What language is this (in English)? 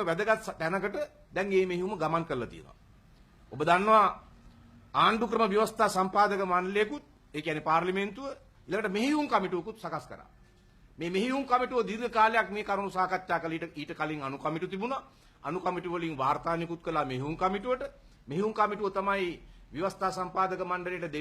Sinhala